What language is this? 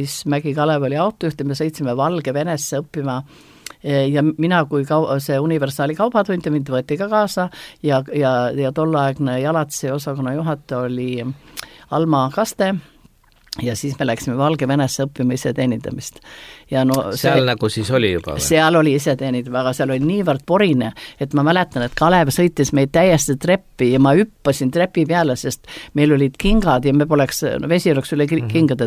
Estonian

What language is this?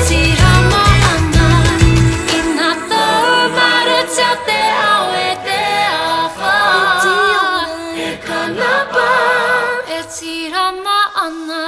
Māori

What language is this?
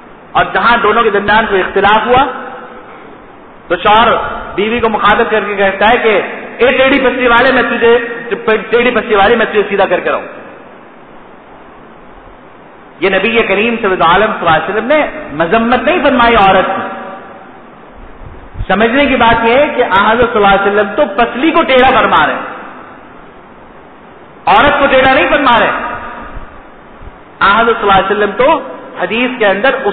Urdu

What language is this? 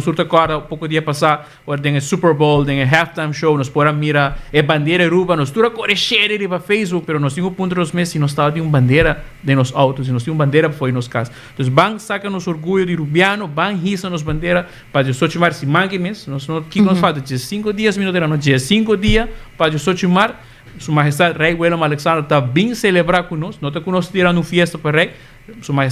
Papiamento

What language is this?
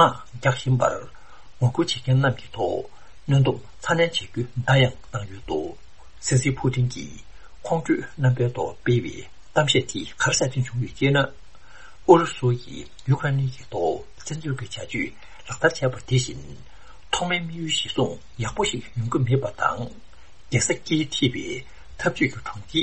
Tibetan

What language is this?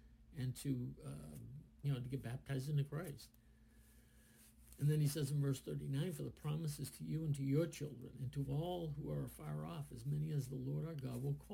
English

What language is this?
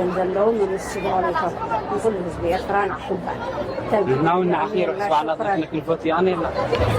Tigrinya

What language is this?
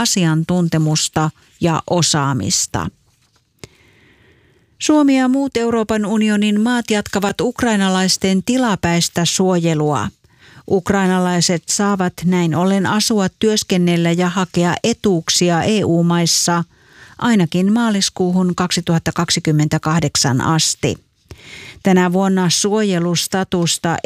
Finnish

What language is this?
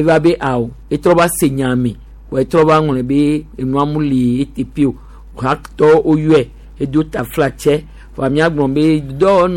Gen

